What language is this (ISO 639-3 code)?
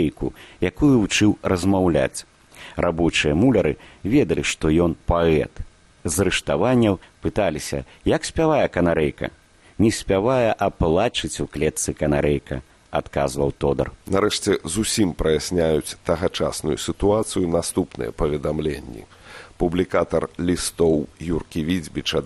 bel